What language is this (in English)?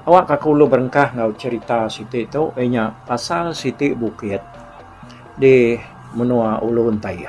Iban